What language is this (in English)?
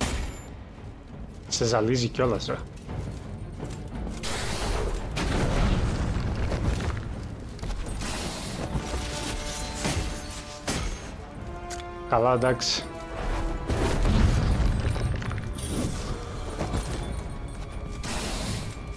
Greek